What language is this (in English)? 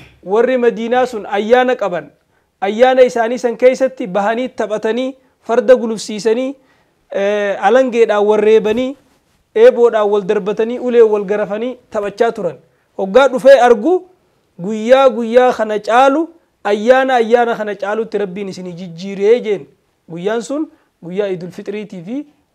Oromo